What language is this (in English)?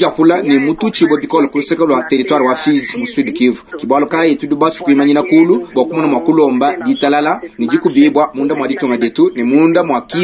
Luba-Lulua